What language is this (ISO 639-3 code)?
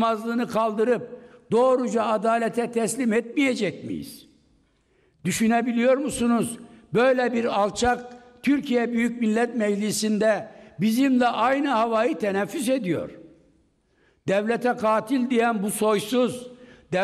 tur